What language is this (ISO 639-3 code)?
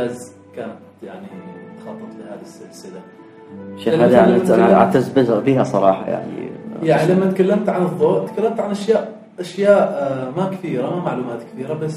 afb